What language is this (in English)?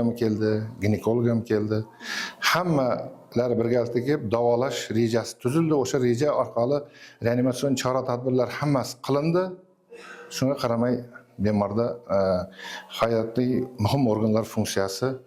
Uzbek